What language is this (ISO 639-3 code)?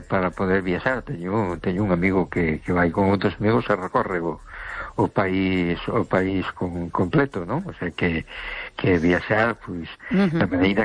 glg